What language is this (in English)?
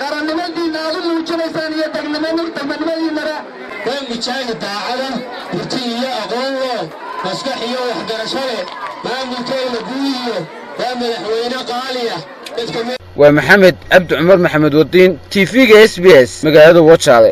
Somali